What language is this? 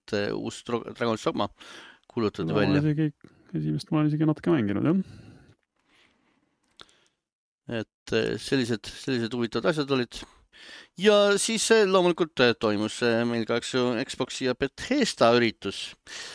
Estonian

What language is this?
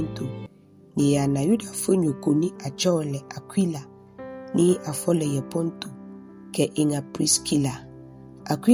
Ga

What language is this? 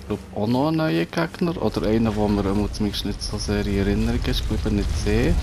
Swiss German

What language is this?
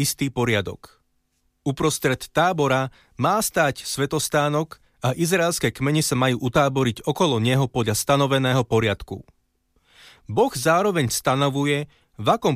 Slovak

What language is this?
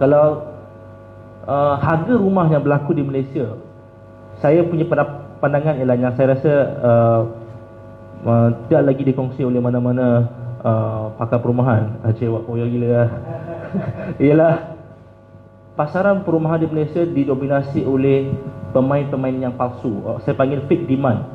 Malay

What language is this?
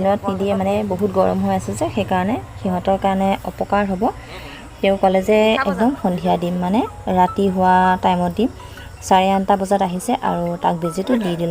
Assamese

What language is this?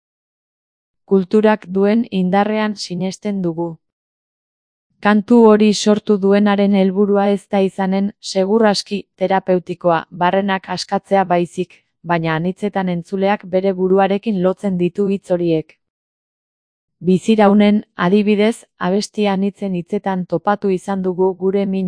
Basque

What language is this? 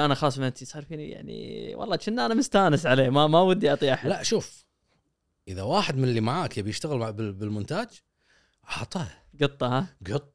Gulf Arabic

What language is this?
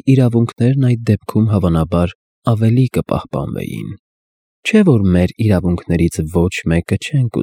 Armenian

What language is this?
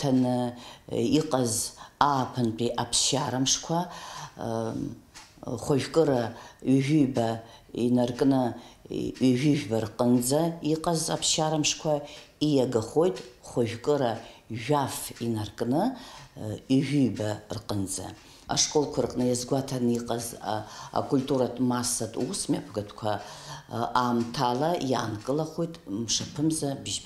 Abkhazian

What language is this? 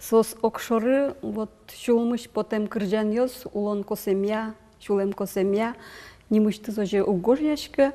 Udmurt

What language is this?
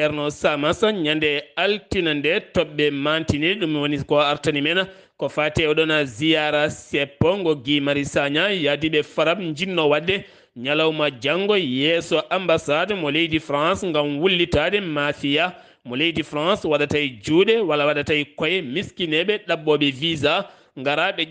Fula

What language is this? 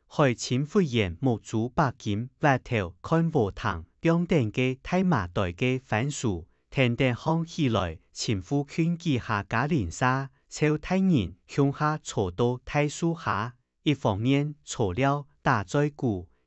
Hakka Chinese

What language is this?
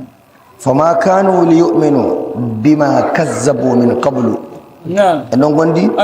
Nigerian Fulfulde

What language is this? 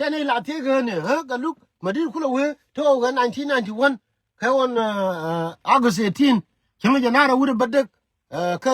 Nuer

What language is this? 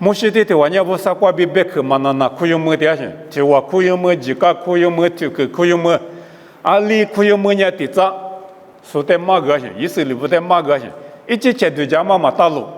Lisu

